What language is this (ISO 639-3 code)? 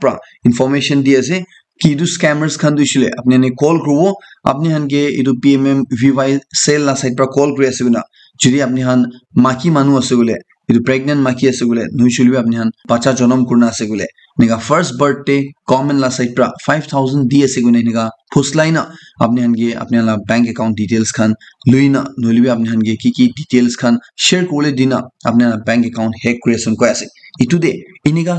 nag